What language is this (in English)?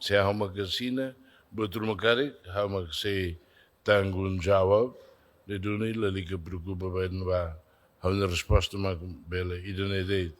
Tetum